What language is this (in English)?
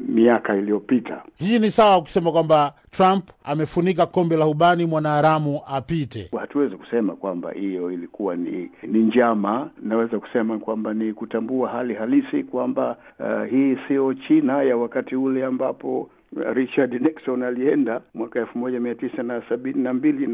Swahili